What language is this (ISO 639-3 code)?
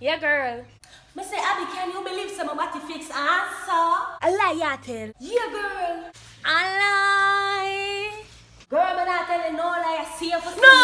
jam